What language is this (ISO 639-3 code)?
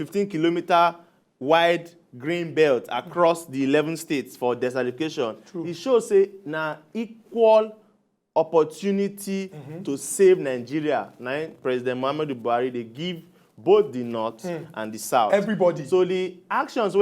pcm